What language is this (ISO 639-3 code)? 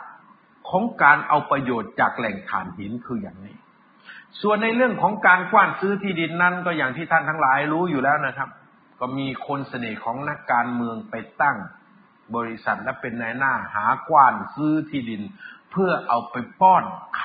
tha